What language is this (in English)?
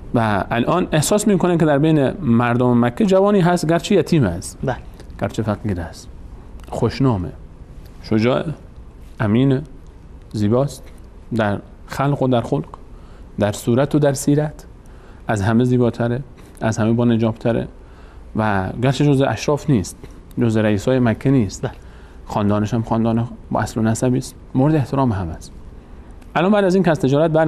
Persian